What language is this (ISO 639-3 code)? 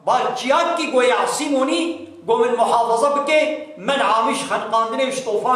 kur